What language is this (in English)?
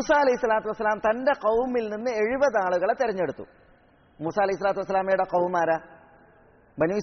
Malayalam